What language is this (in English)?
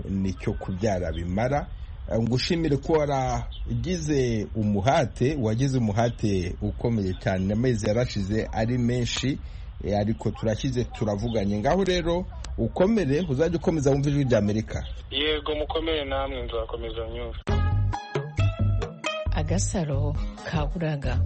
Kinyarwanda